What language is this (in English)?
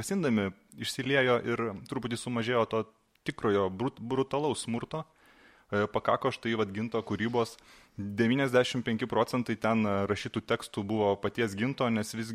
Lithuanian